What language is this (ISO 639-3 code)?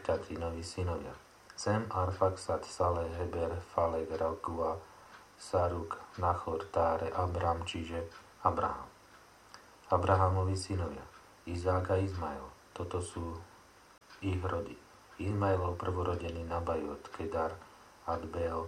slk